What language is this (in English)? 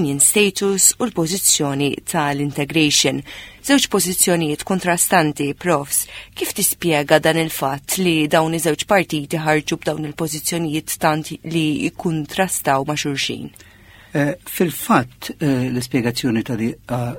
Maltese